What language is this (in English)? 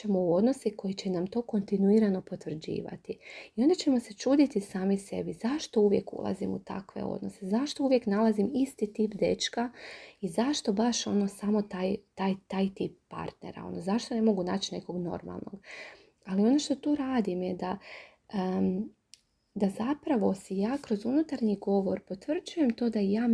Croatian